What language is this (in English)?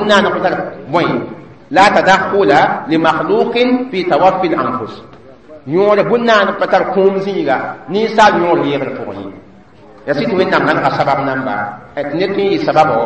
Mossi